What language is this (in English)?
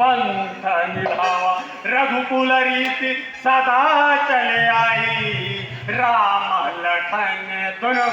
Chhattisgarhi